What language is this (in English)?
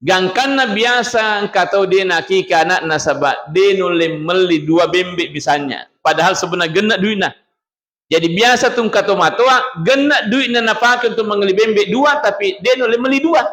Buginese